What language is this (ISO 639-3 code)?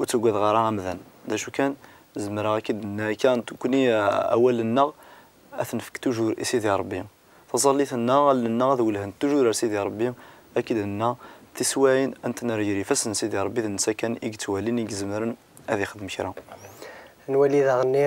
kab